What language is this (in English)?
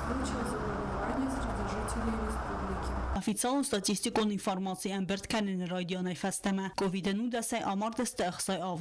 Ossetic